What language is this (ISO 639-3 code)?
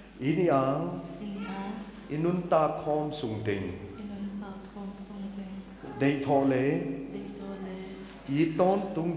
pck